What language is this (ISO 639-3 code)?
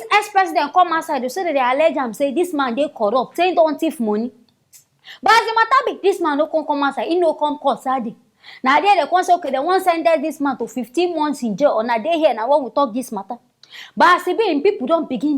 pcm